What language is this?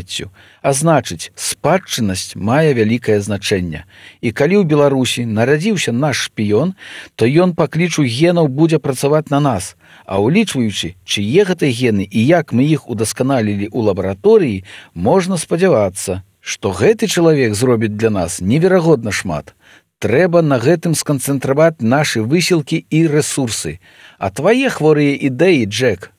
Belarusian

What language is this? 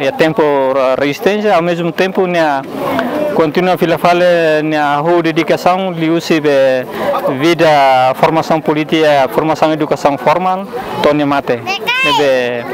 Tetum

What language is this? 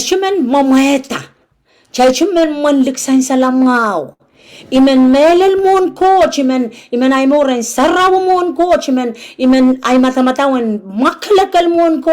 Pohnpeian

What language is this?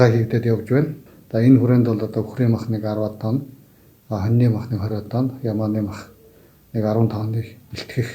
Mongolian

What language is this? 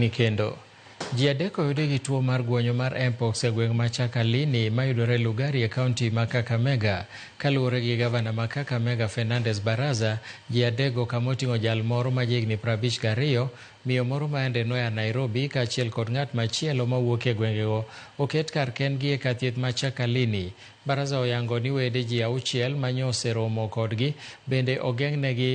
Luo (Kenya and Tanzania)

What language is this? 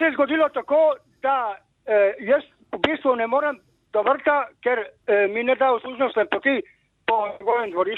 Slovenian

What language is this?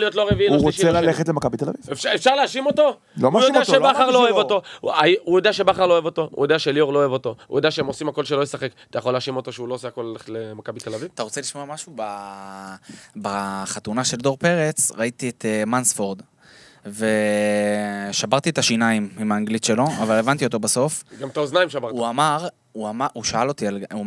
Hebrew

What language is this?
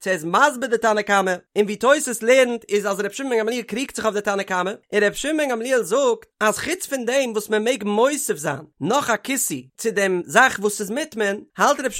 Yiddish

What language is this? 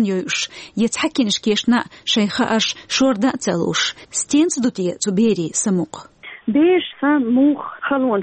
Chechen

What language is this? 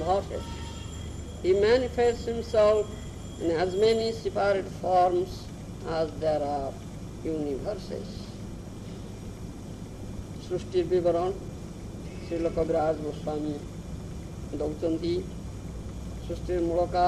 Odia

